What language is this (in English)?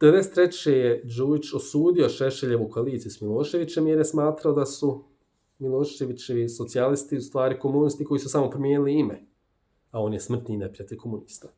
Bosnian